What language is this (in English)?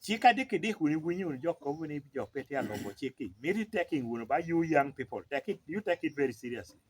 Lango (Uganda)